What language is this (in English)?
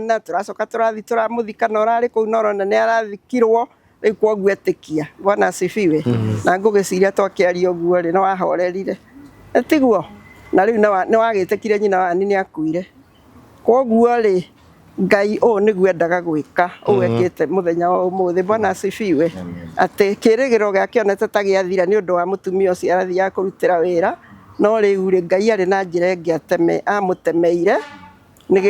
Kikuyu